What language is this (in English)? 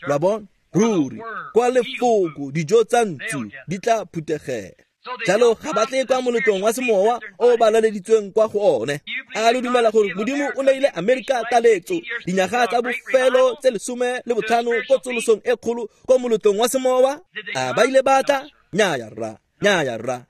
Tswana